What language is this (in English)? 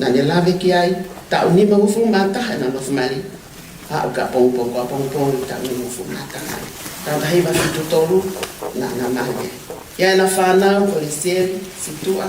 Tongan